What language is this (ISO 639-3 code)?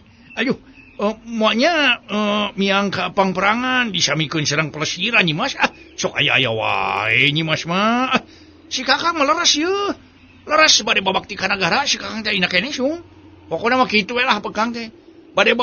sun